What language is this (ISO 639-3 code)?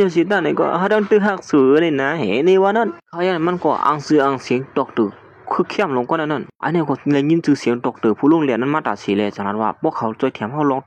shn